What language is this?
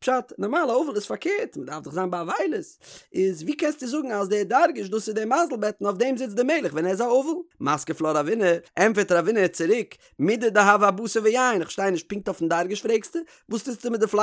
Yiddish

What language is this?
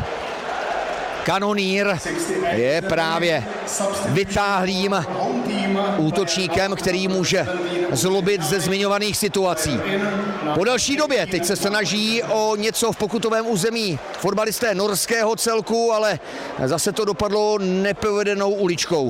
Czech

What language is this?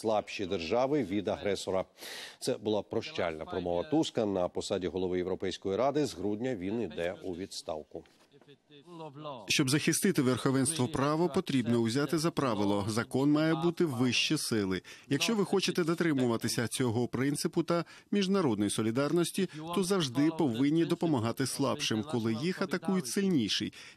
Ukrainian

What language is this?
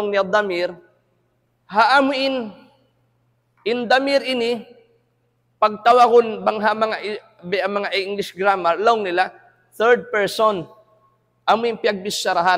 Tausug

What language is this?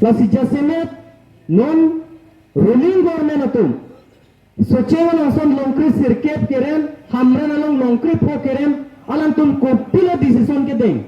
Karbi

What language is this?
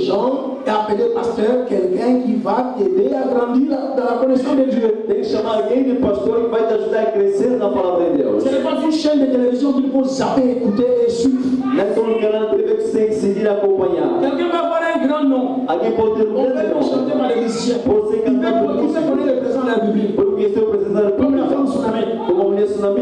French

